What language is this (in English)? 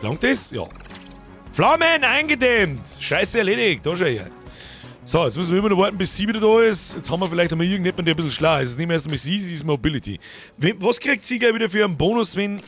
Bavarian